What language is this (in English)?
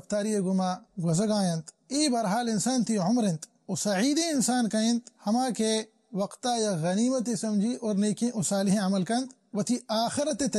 Baluchi